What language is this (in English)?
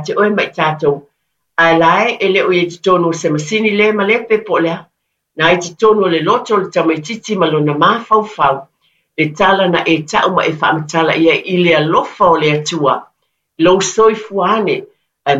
Samoan